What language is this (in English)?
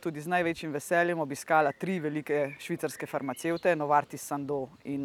Slovenian